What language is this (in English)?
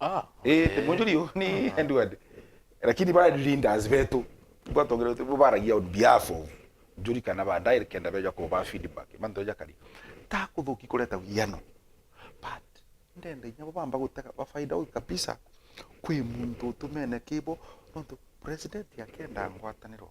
Meru